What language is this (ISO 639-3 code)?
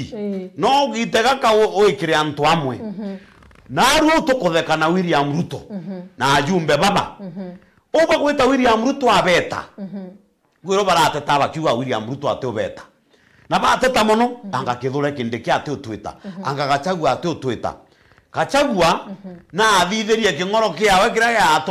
mer